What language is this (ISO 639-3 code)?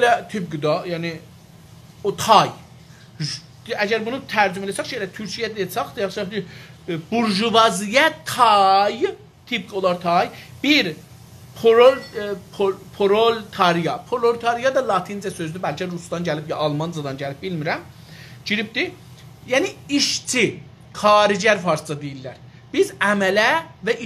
azb